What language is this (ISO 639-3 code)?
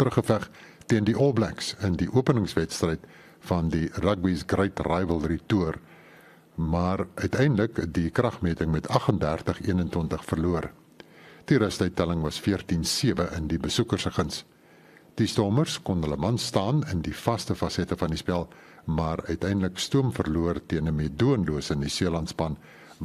afr